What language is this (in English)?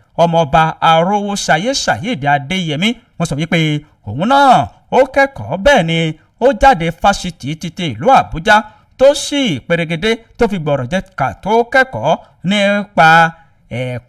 Yoruba